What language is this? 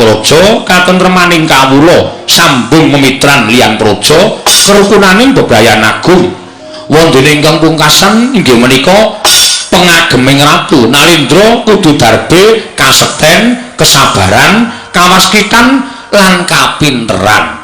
Javanese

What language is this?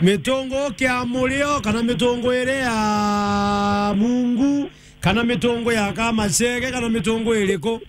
Meru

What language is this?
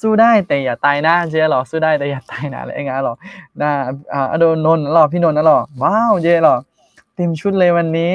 Akha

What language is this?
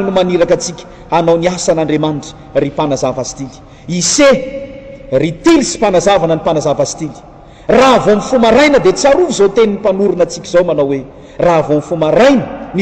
Malagasy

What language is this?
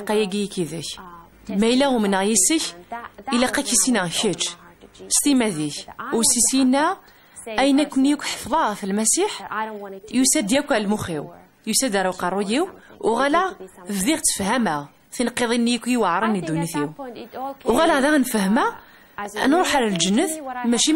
Kabyle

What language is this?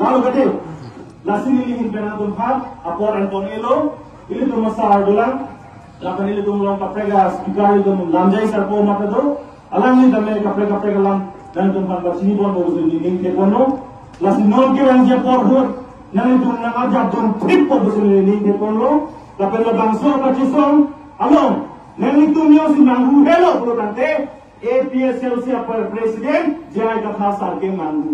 Karbi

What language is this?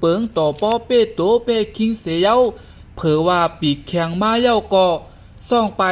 Shan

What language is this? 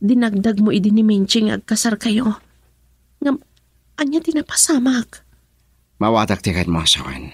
Iloko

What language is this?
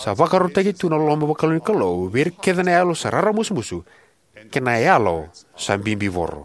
Fijian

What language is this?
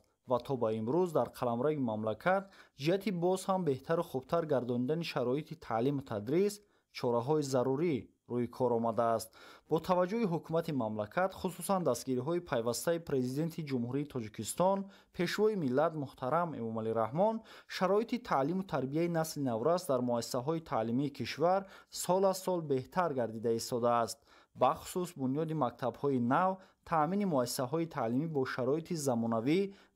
Tajik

